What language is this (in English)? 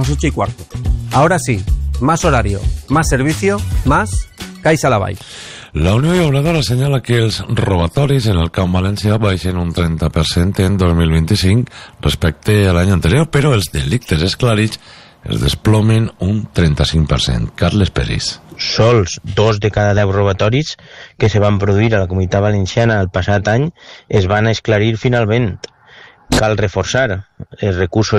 Catalan